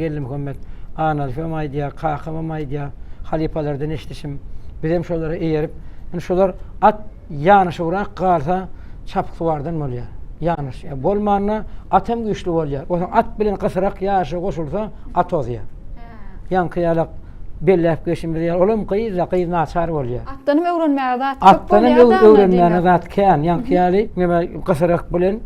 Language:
Turkmen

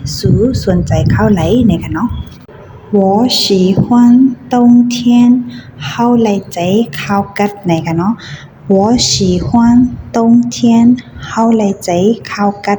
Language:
Shan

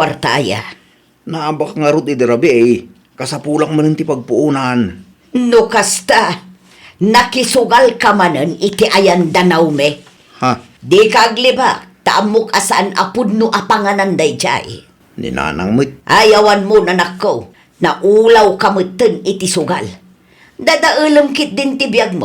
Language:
Iloko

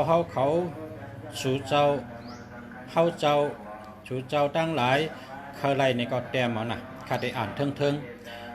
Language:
Shan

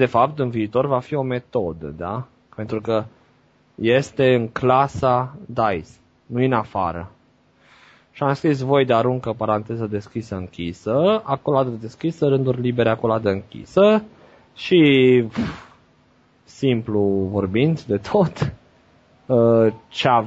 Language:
Romanian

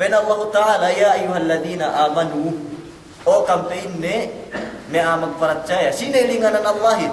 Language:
Yakan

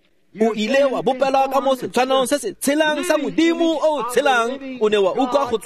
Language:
Tswana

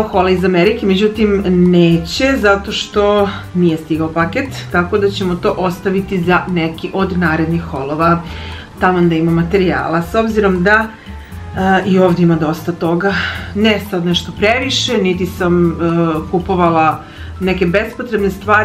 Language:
Serbian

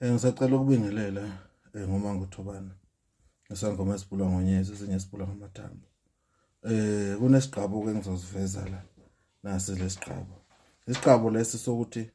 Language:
Zulu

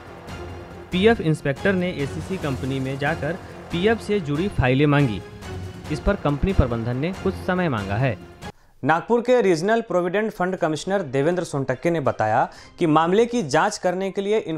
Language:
Hindi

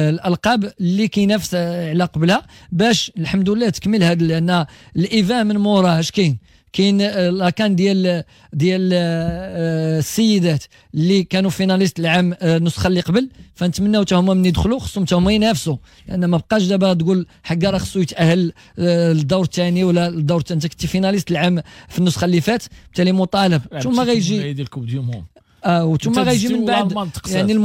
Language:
Moroccan Arabic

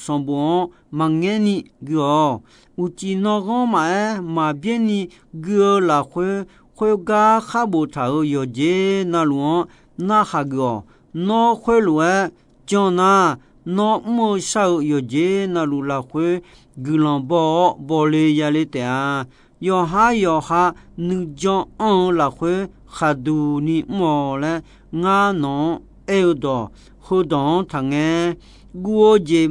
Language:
Akha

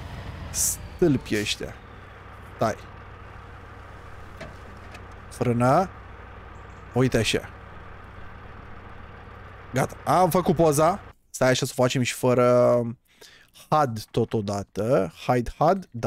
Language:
Romanian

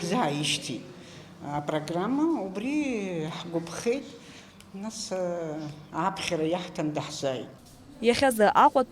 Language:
Abkhazian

